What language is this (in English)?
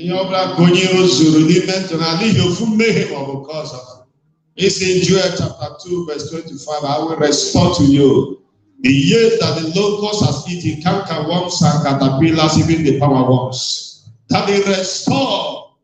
Igbo